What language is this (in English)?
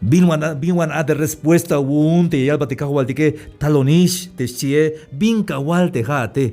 Tzeltal